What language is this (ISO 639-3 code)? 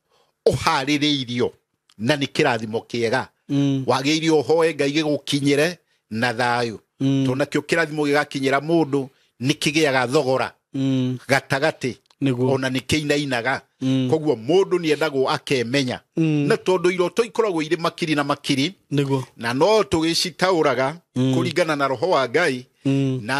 kik